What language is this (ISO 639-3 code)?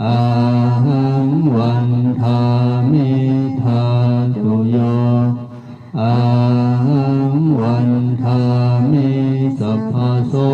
pli